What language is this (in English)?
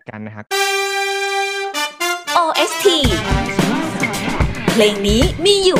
Thai